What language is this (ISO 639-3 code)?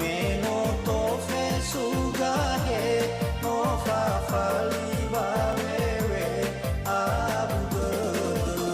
nia